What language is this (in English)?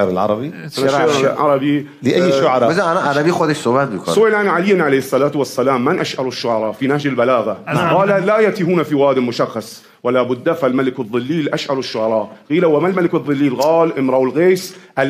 Persian